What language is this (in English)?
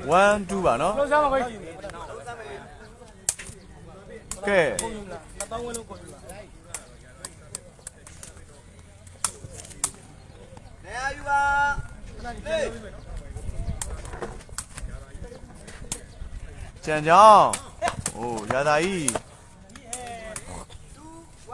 Burmese